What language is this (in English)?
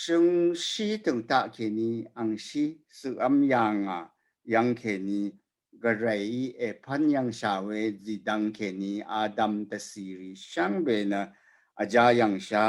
Rawang